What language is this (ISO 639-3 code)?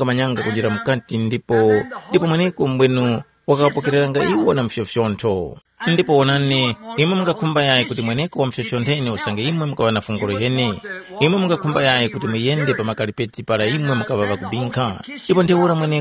tum